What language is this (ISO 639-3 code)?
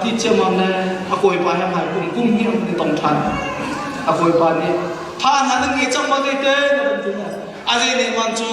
cnh